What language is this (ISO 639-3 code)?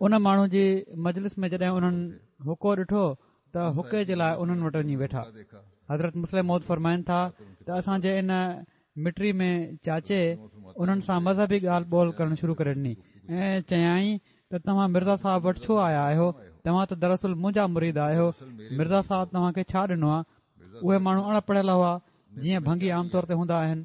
snd